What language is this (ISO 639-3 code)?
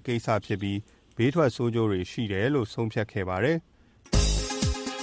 mya